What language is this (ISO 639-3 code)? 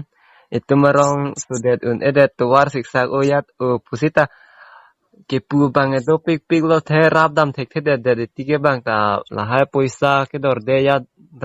mjw